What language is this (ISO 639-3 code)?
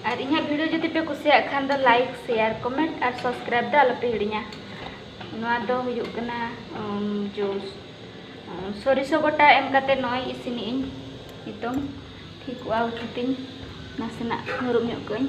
sat